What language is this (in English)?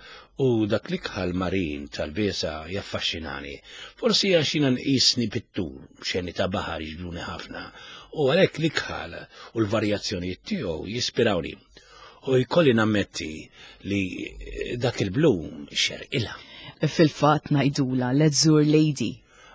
Maltese